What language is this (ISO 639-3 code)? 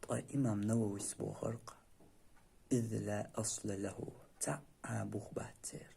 che